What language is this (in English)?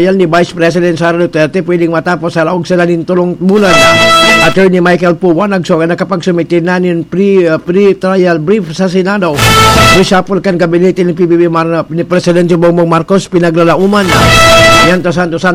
Bikol